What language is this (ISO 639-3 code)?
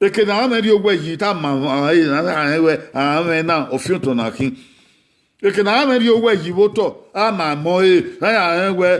bin